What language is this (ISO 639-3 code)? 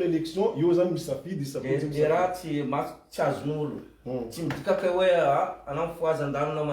mlg